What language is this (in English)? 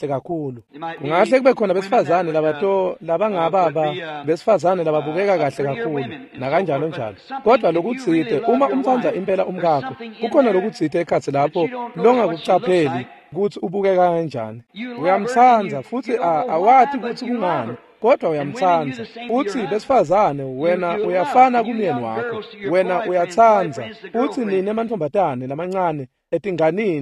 Swati